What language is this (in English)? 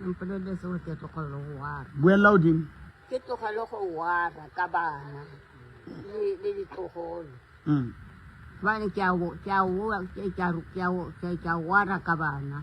Southern Sotho